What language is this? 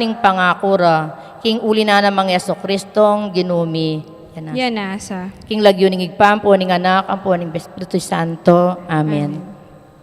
Pampanga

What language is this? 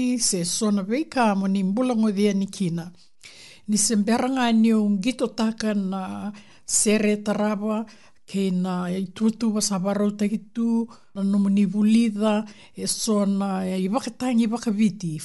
Fijian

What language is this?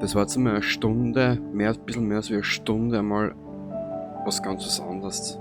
Bavarian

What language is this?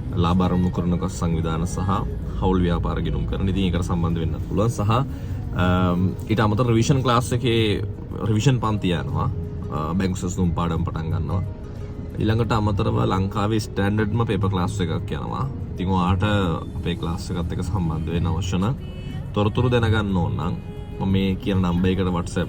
Sinhala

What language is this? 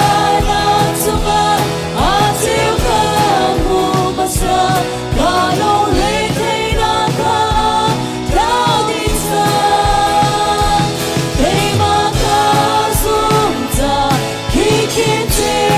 Hakha Chin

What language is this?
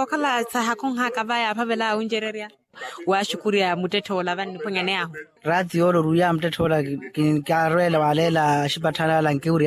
Makhuwa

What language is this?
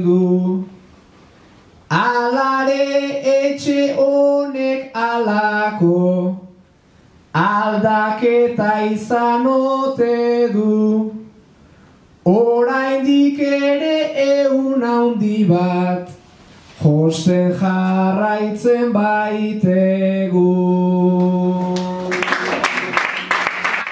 Basque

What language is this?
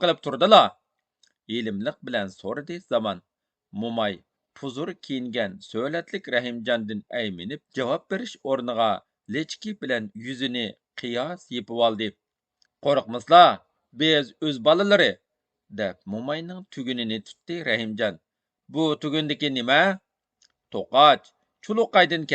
Uyghur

